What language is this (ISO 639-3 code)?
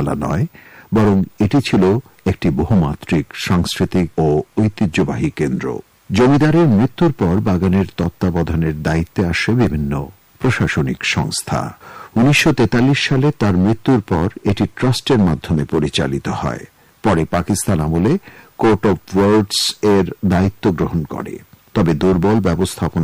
ben